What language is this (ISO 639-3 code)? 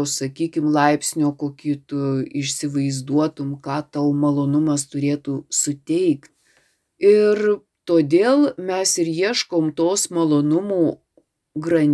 lit